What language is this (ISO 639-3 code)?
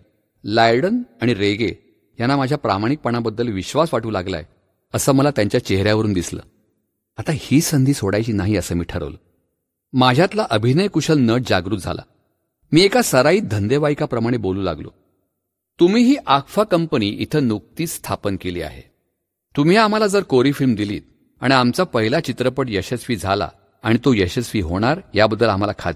mar